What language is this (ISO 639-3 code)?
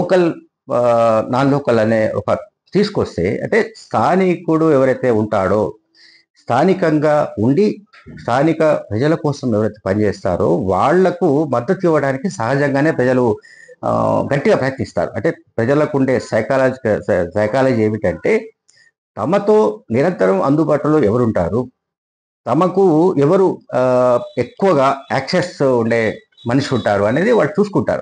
tel